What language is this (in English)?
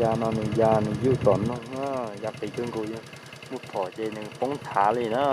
Hmong